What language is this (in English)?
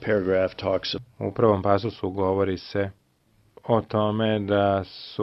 Serbian